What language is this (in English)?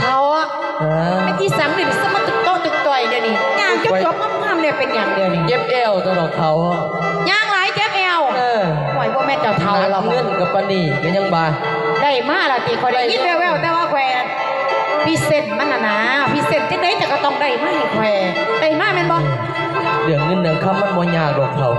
Northeastern Thai